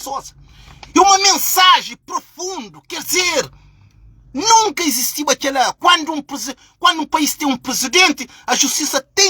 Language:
Kabuverdianu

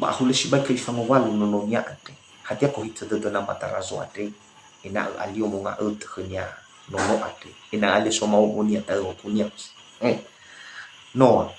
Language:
Nias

